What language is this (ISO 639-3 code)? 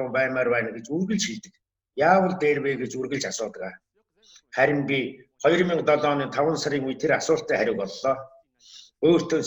mon